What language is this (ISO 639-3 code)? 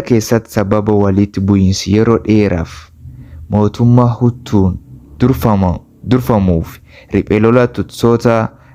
orm